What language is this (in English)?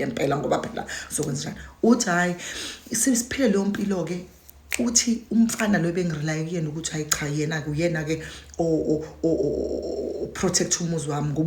Zulu